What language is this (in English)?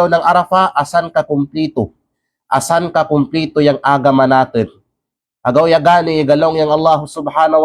Kalagan